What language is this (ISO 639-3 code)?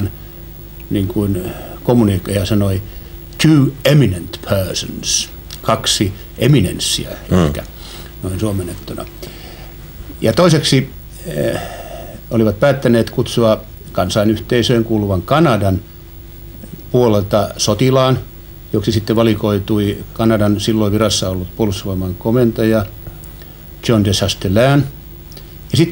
fin